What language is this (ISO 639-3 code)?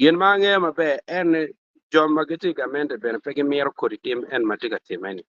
ach